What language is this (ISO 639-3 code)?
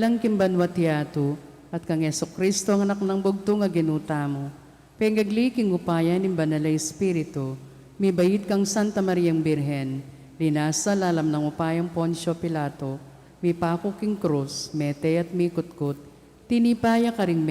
pam